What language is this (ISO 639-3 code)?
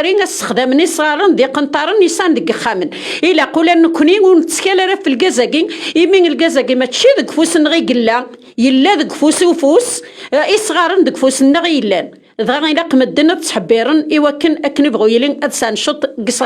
kab